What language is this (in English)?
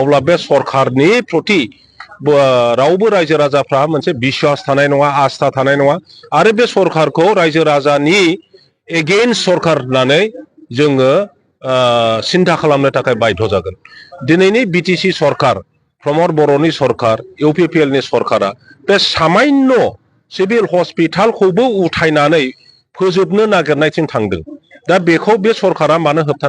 Bodo